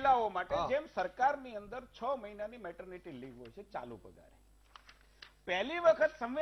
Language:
Gujarati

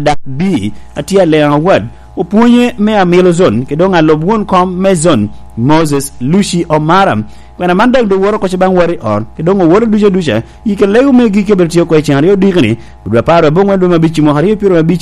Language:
Lango (Uganda)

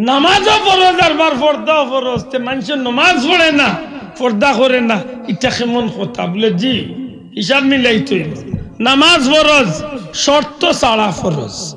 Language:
Sylheti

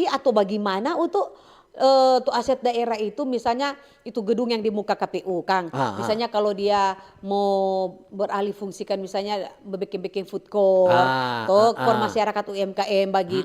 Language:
Manado Malay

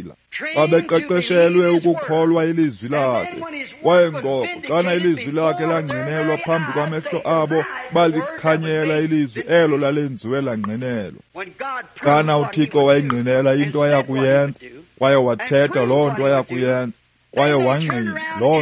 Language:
Xhosa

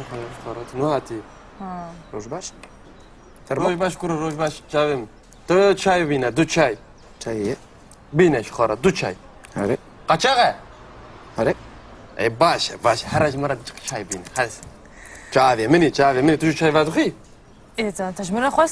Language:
Kurdish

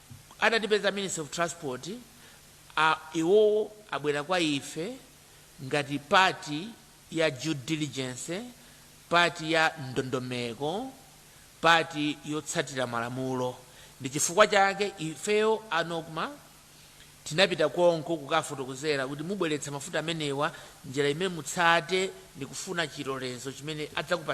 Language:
Nyanja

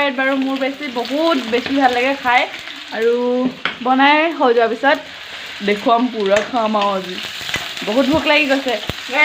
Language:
Assamese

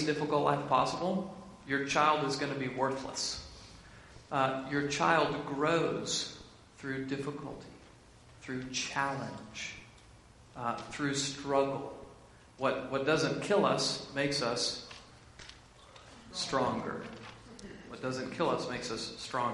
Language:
English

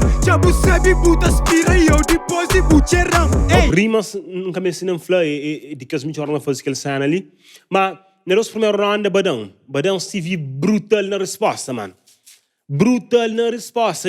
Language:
Kabuverdianu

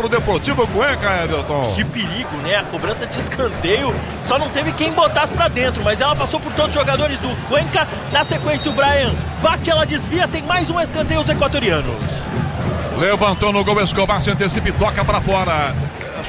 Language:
Portuguese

